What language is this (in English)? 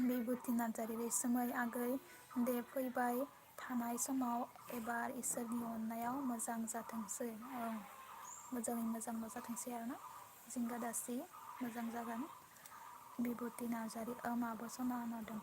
Bodo